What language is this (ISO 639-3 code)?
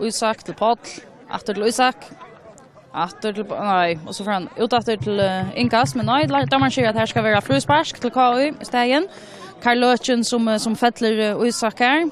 fao